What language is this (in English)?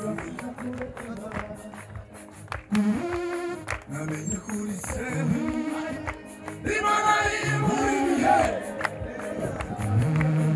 Kinyarwanda